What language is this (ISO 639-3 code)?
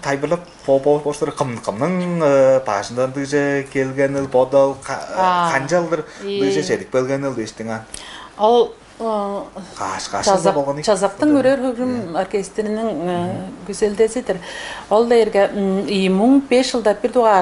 tyv